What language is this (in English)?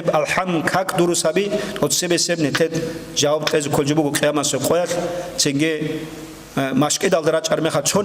Avaric